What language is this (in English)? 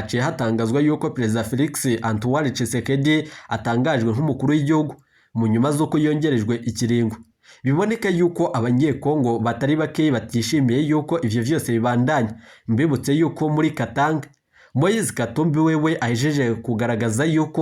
Rundi